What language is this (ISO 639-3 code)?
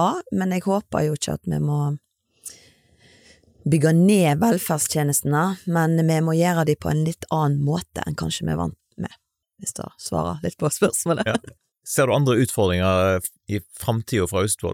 nor